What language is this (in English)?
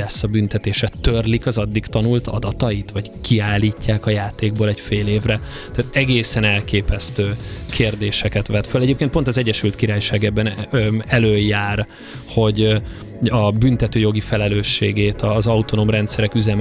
Hungarian